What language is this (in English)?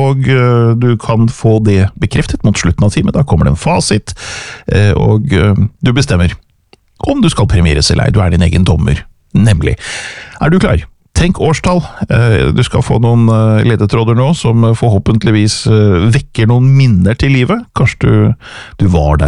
Norwegian